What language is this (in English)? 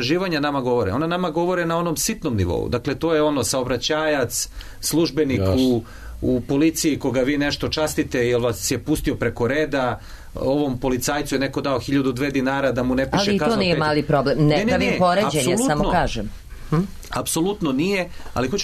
Serbian